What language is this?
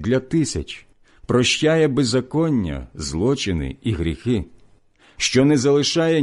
Ukrainian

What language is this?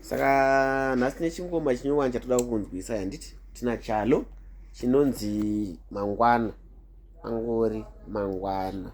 Shona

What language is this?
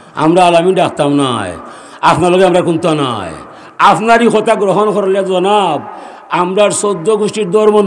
Sylheti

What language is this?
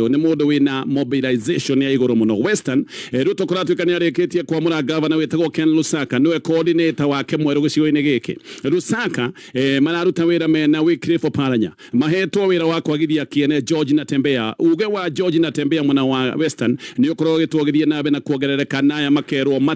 Kikuyu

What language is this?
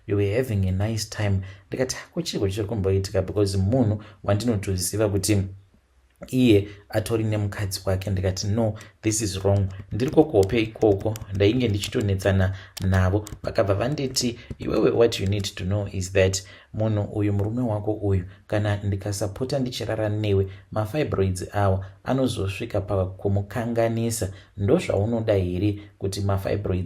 Shona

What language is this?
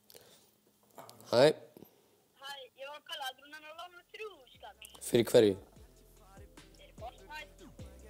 Icelandic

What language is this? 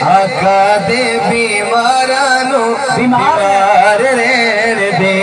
Saraiki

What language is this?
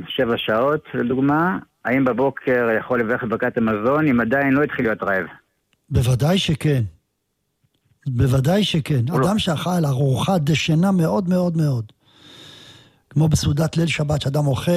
Hebrew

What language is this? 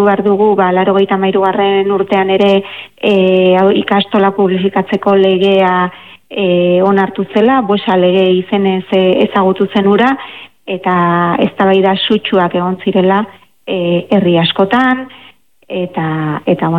Basque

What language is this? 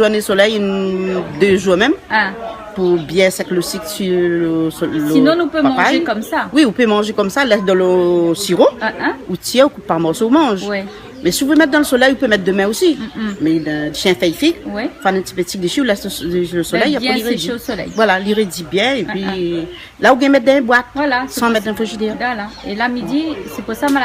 Réunion Creole French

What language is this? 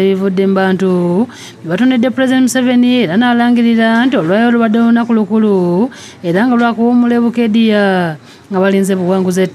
Ganda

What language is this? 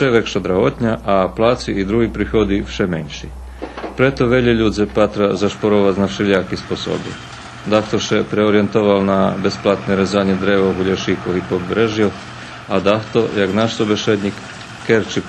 Rusyn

